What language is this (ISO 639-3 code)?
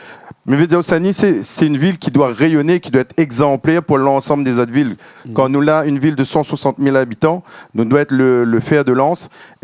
rcf